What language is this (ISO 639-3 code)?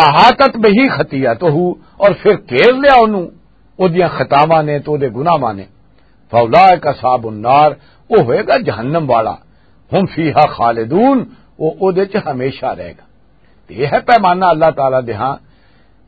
lah